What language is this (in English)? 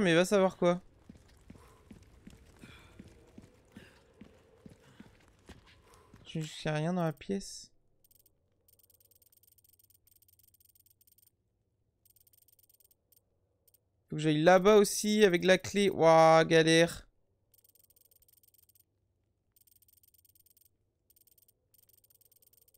French